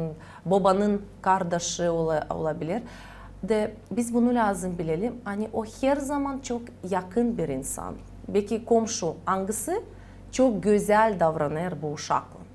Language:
Gagauz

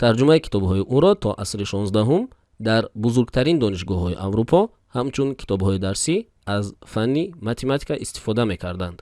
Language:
Tajik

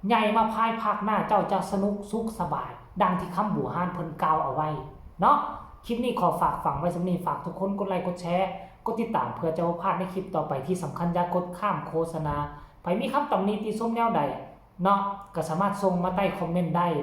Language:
Northeastern Thai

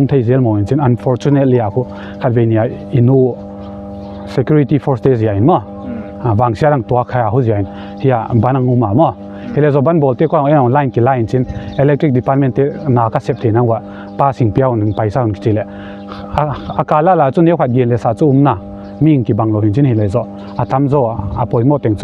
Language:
Paite Chin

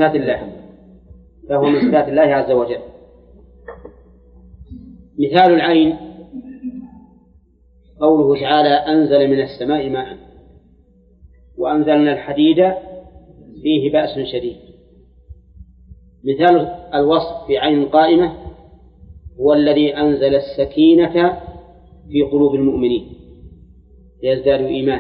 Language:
Arabic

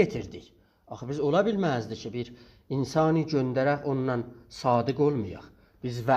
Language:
South Azerbaijani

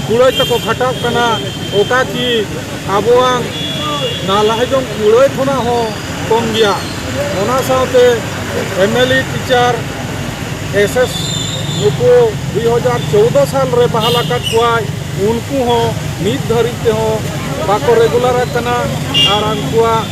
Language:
Santali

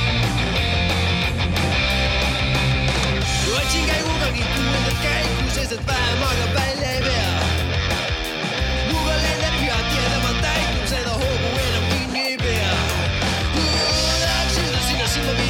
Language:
Estonian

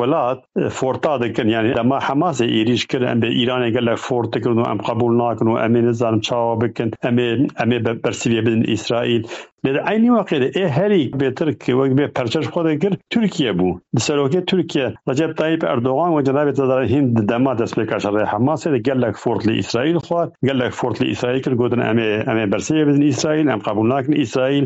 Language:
Kurdish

